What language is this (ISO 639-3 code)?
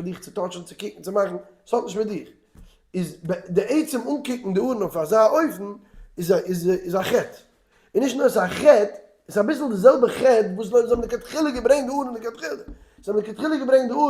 yid